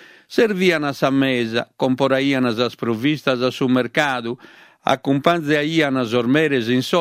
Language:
Sardinian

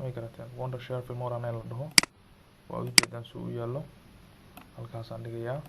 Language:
Somali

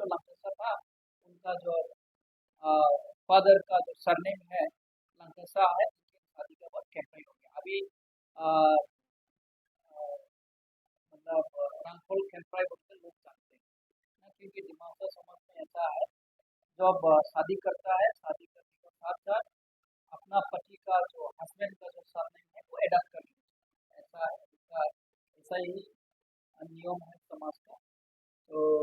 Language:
Dimasa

